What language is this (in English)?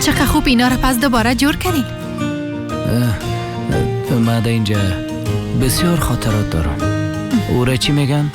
Persian